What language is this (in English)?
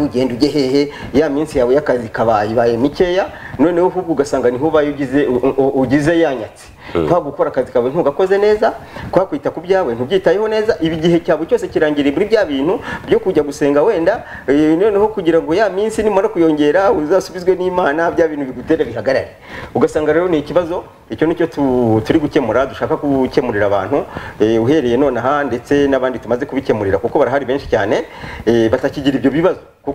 Kinyarwanda